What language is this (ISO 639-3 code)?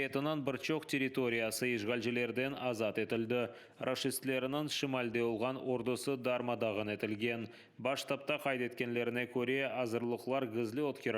crh